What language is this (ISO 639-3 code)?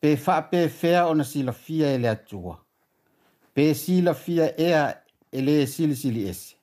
smo